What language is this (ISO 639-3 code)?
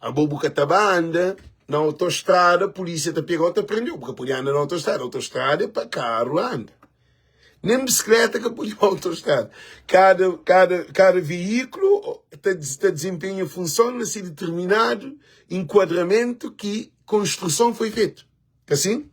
kea